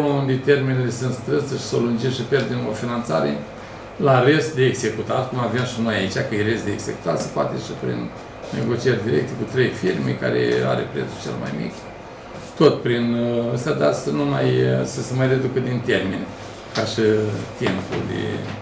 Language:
Romanian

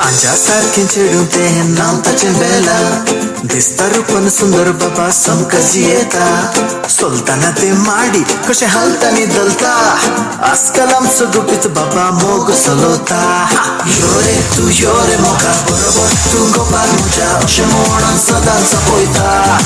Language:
Konkani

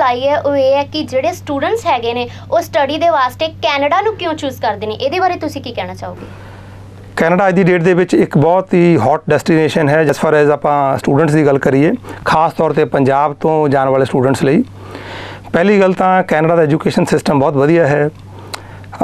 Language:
Punjabi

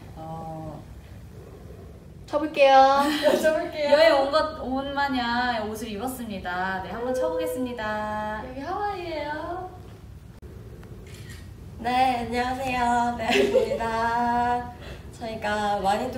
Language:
Korean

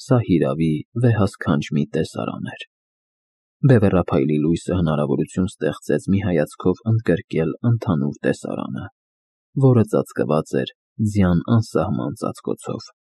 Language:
Armenian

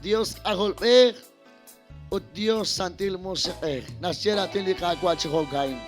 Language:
Kekchí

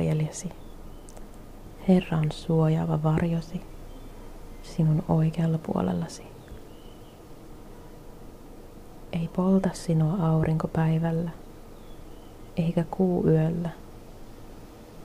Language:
Finnish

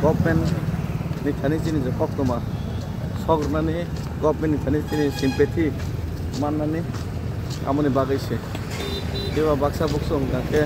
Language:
Kok Borok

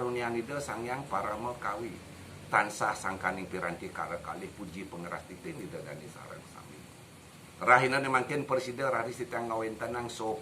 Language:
Balinese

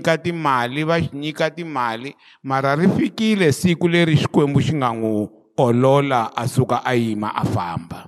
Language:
Tsonga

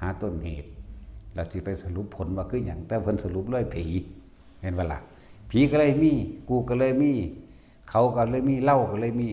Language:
Northeastern Thai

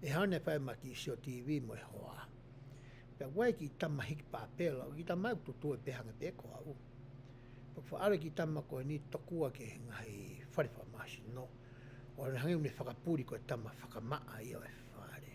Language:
Tongan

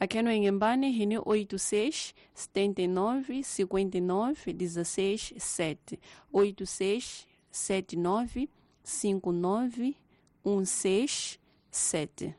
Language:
Tsonga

